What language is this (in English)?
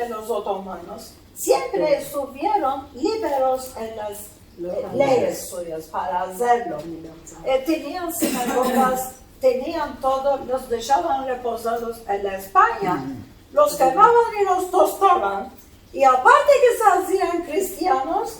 Ladino